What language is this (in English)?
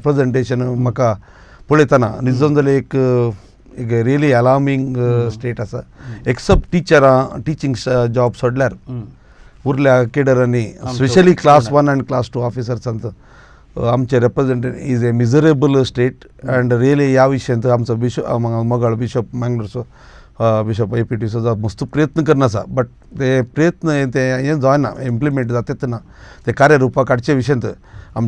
Konkani